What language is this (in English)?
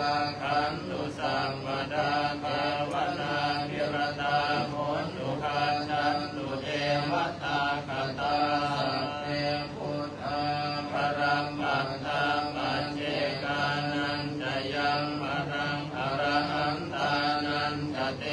Pali